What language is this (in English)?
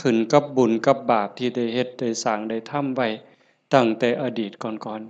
Northeastern Thai